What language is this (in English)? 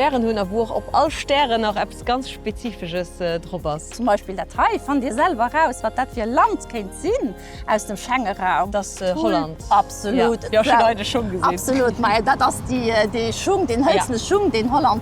Luxembourgish